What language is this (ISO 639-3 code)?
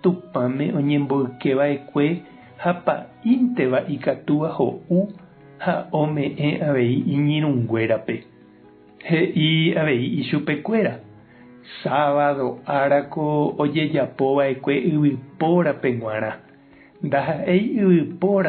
grn